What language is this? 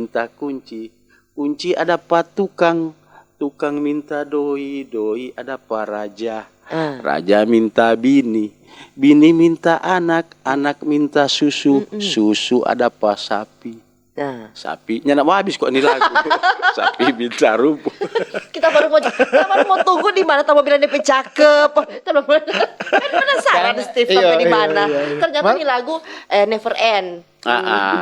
Manado Malay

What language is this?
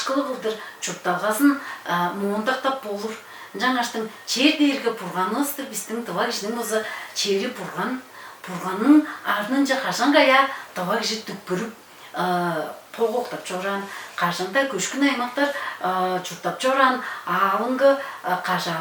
Tuvinian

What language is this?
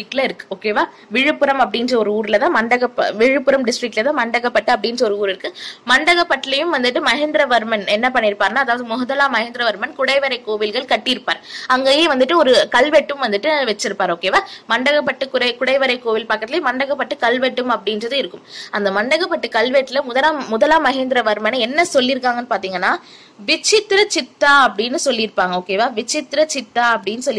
Tamil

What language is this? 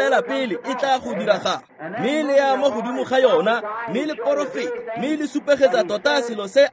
Tswana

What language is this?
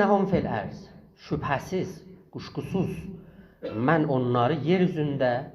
South Azerbaijani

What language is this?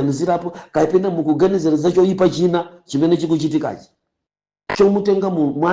Nyanja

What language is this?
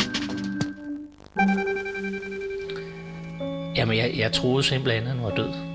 Danish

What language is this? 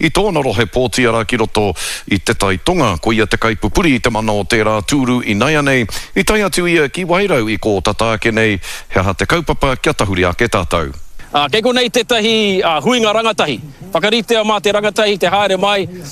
Māori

